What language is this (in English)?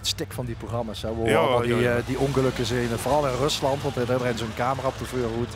Limburgish